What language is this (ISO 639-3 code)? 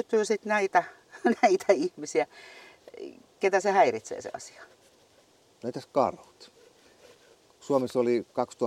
fin